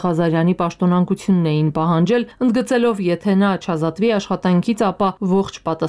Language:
Armenian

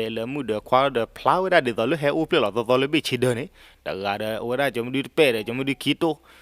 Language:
S'gaw Karen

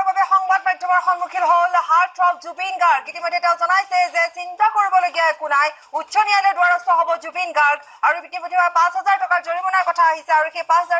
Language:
Assamese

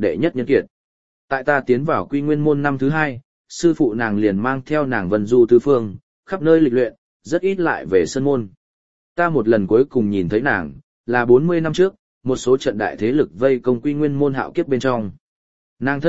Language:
Vietnamese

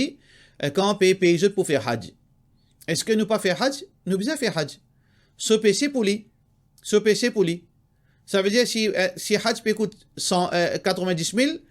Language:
Morisyen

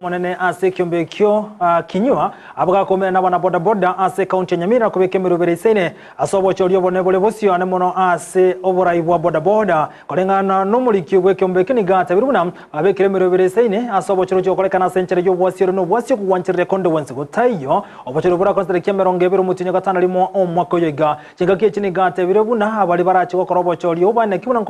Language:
Gusii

